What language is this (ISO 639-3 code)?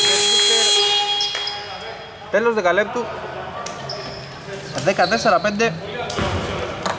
ell